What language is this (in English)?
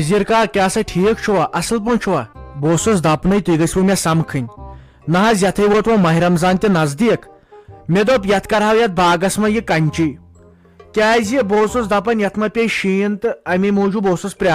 Kashmiri